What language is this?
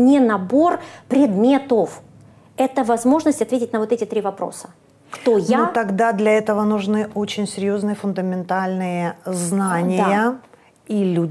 Russian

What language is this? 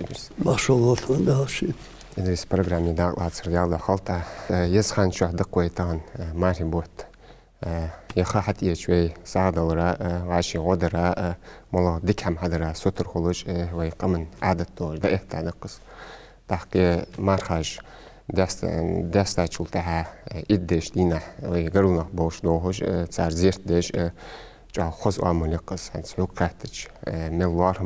Ingush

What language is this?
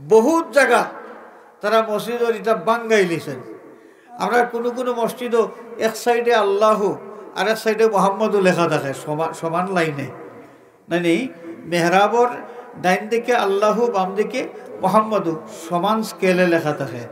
Sylheti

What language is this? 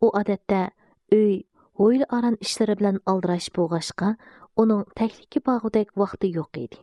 Uyghur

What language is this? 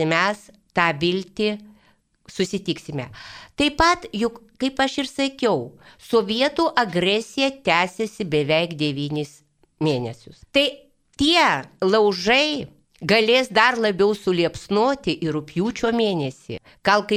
Lithuanian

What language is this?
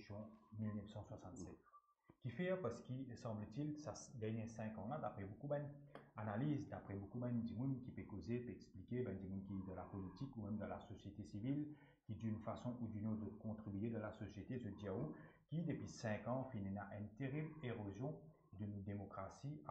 Morisyen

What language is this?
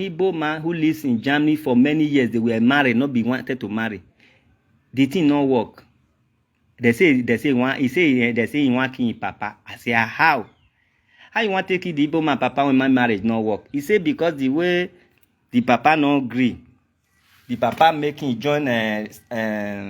Nigerian Pidgin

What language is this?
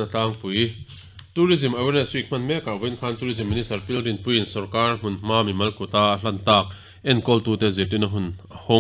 Mizo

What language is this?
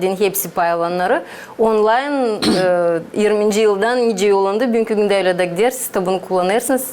Gagauz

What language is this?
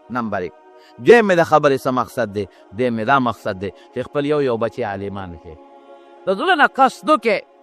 Pashto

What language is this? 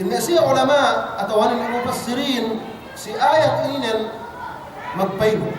Yakan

